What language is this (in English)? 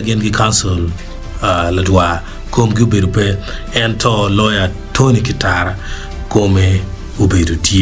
Acoli